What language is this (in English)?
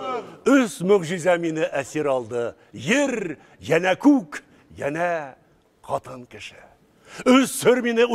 Bashkir